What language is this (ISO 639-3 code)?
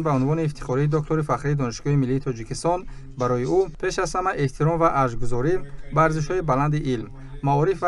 tgk